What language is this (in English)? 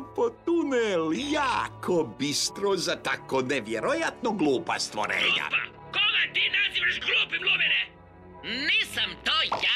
Croatian